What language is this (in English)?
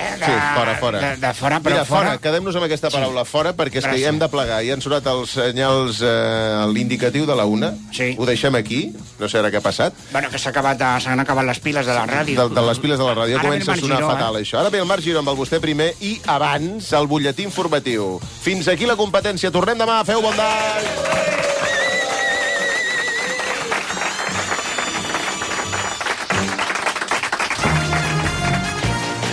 Catalan